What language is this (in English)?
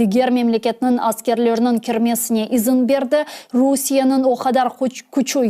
Crimean Tatar